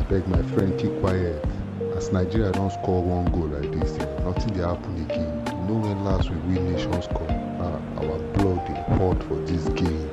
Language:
Nigerian Pidgin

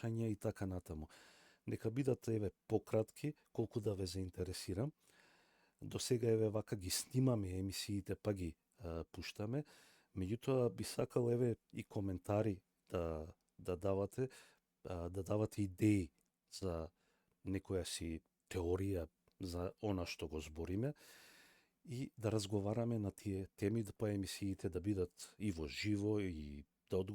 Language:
Macedonian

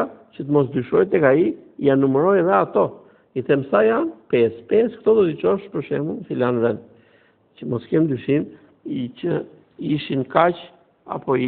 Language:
Albanian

